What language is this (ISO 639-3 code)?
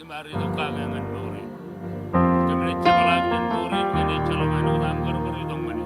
mah